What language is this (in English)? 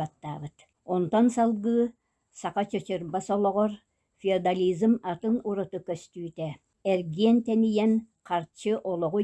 Yakut